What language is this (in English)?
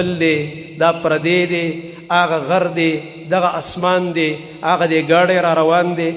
Pashto